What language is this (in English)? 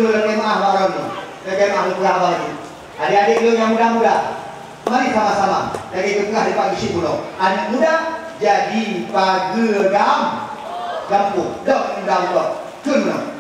Achinese